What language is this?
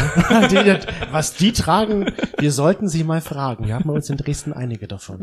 German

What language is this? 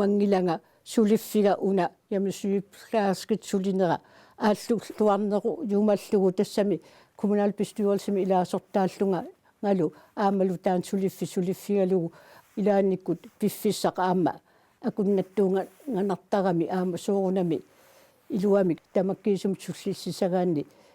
Kalaallisut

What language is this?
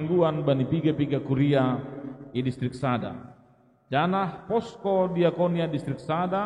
Batak Simalungun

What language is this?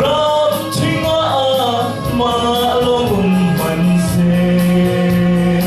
Falam Chin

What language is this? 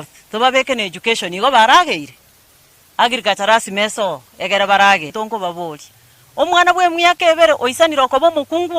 Gusii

